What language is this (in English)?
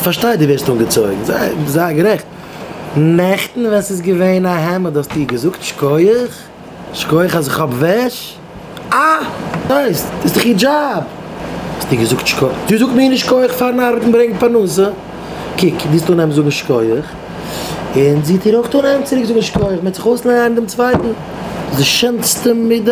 Yiddish